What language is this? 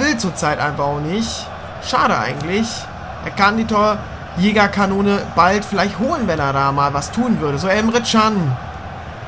German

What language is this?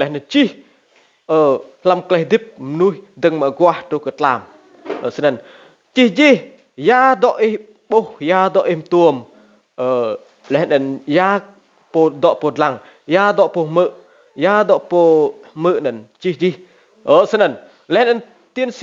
Rade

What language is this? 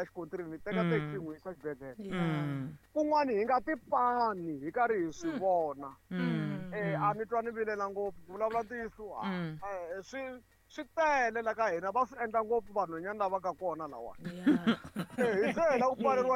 Tsonga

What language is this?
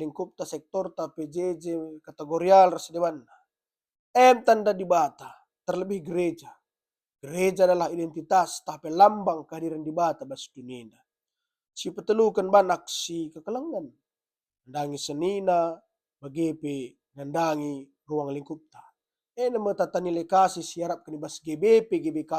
Batak Karo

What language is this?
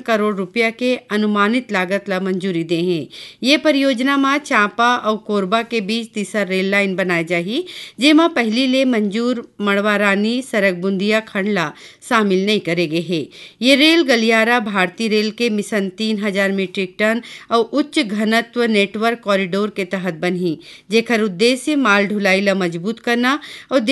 Chhattisgarhi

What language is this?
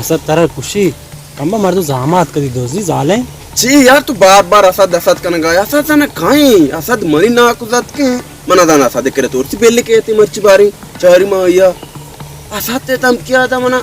Baluchi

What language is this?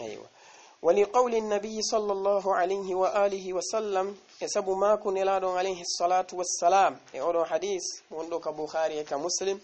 Fula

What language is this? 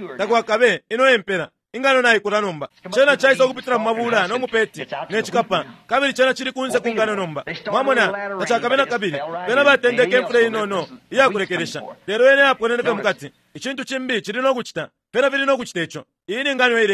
Bemba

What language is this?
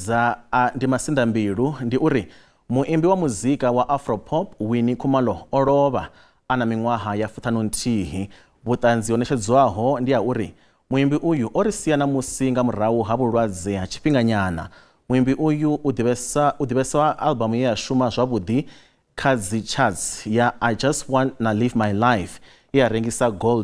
Venda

